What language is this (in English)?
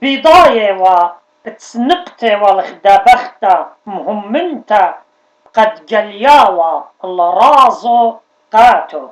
Assyrian Neo-Aramaic